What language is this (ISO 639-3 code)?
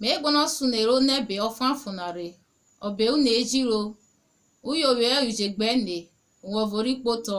urh